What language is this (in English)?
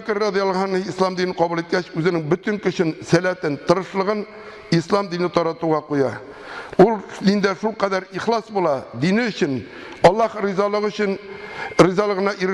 Tatar